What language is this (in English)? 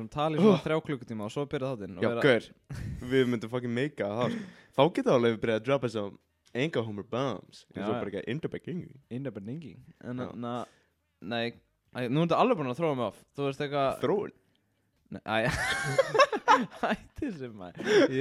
Icelandic